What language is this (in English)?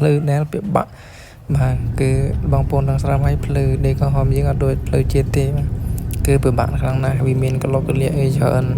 Khmer